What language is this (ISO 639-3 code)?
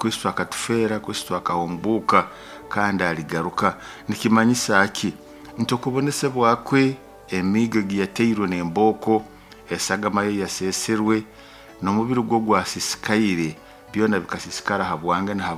nyo